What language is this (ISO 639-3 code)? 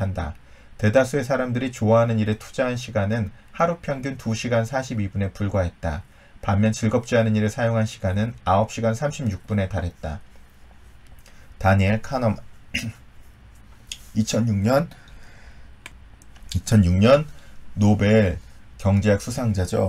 kor